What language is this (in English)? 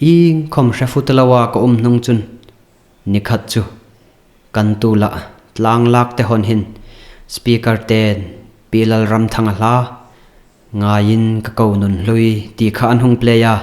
Hmar